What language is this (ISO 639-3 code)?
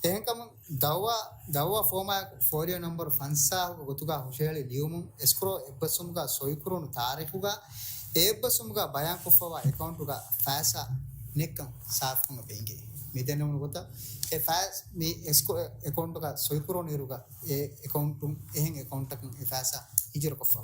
div